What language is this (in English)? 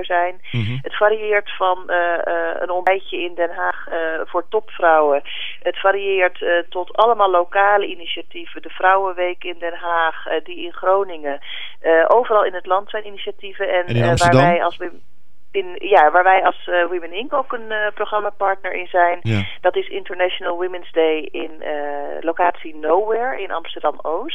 Dutch